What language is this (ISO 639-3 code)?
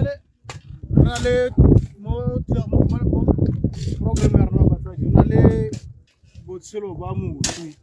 tsn